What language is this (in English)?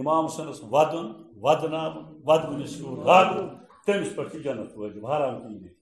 Kashmiri